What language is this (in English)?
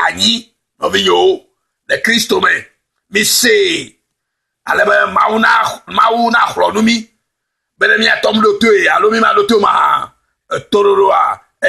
Ewe